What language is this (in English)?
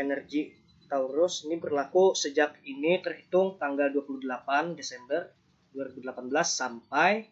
Banjar